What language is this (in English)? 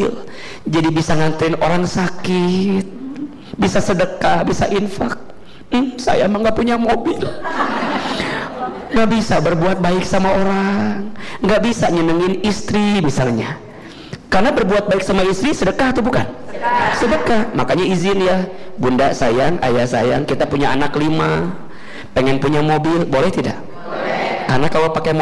Indonesian